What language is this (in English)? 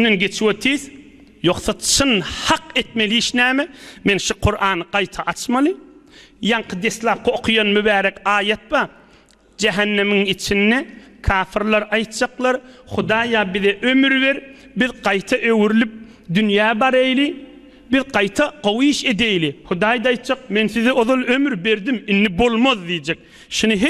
Turkmen